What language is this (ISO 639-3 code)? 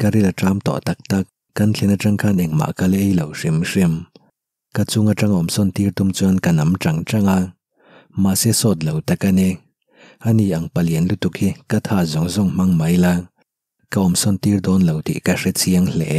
lus